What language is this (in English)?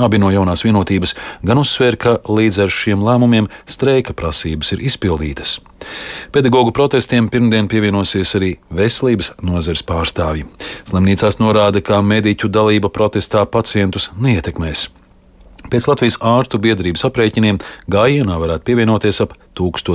Latvian